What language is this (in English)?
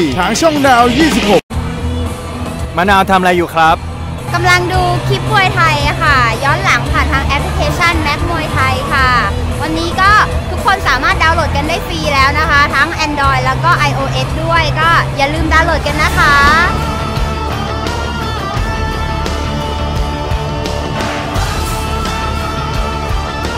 Thai